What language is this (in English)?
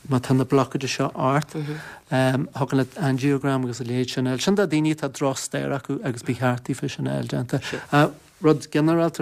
Irish